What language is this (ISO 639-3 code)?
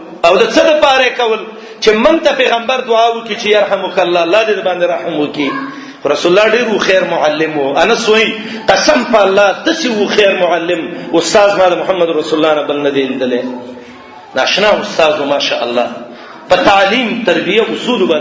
pus